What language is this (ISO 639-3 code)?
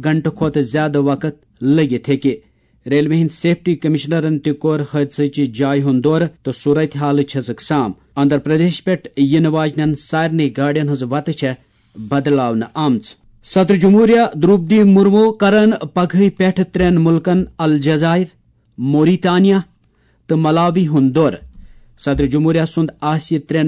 kas